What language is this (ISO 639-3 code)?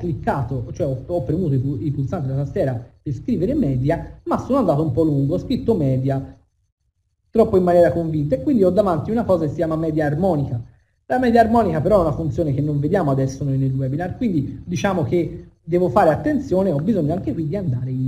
ita